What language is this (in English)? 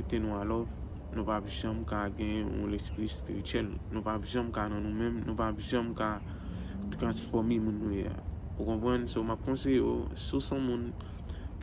Haitian Creole